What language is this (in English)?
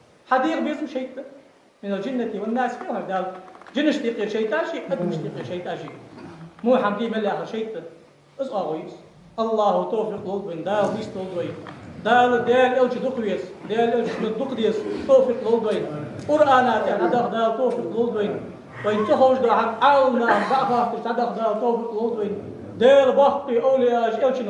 Ingush